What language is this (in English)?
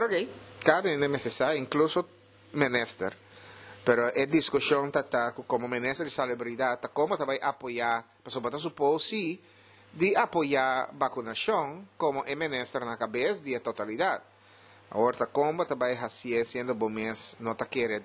Papiamento